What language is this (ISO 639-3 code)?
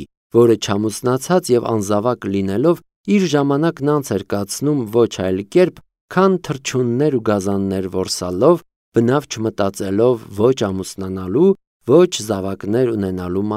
hye